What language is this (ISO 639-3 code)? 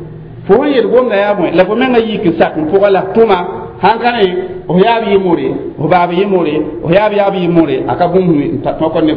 mos